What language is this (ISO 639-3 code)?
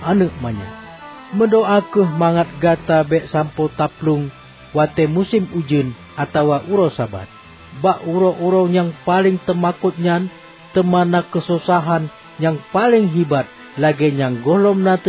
ace